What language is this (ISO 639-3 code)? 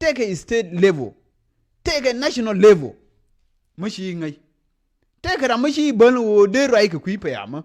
nus